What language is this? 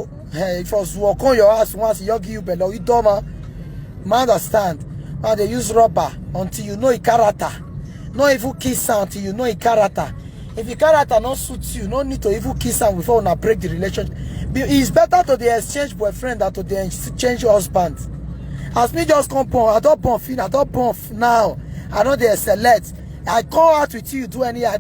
Nigerian Pidgin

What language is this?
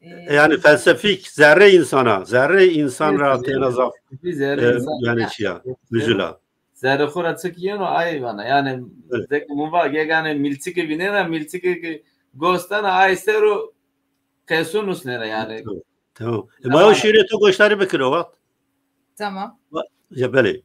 Zaza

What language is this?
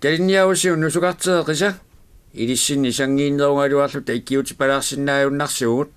Kalaallisut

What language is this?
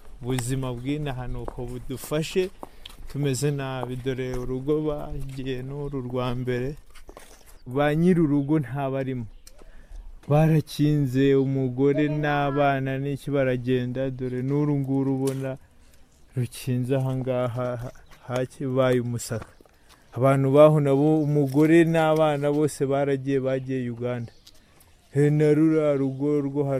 Kinyarwanda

